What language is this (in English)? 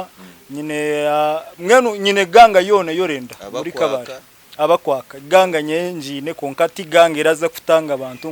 Nyankole